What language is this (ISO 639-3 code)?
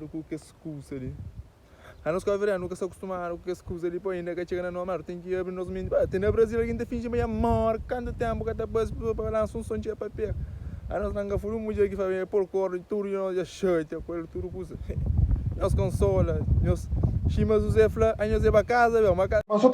kea